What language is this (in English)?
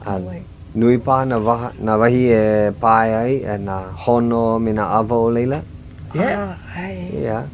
Hawaiian